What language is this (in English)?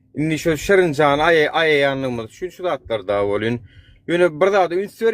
Turkmen